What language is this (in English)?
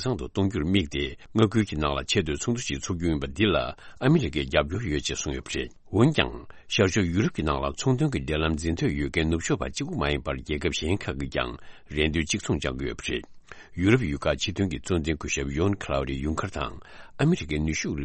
Tibetan